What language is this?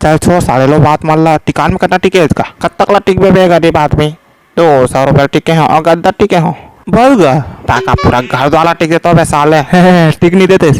Chhattisgarhi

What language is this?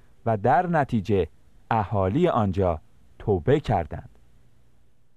Persian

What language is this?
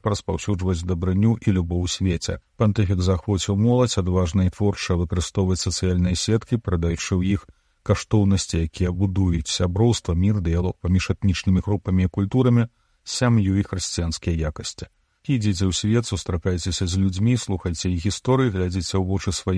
Belarusian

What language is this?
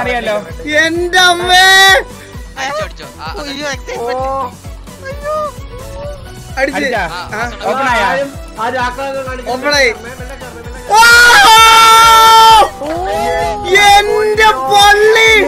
Malayalam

